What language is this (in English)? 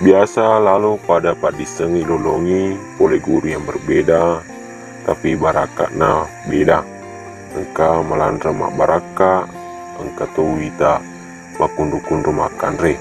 Buginese